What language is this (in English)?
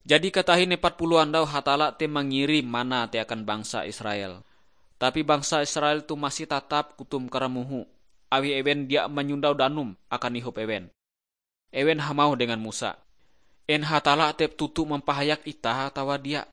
Ngaju